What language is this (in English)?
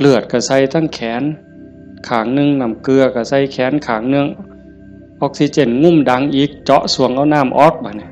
Northeastern Thai